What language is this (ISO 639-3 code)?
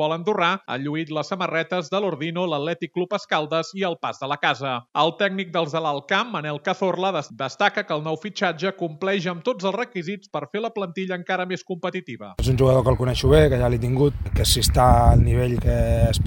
cat